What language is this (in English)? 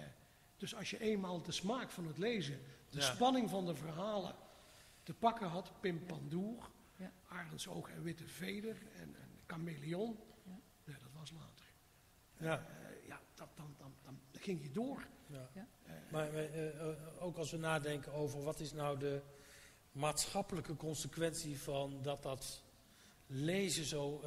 Dutch